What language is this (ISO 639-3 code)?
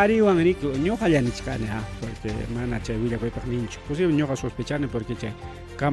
quy